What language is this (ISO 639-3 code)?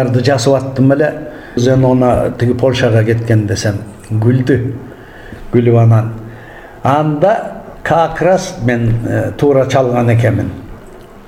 kir